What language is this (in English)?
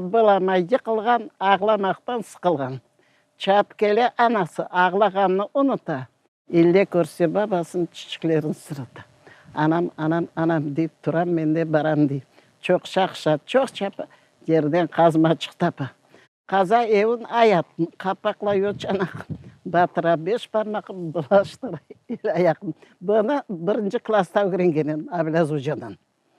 Crimean Tatar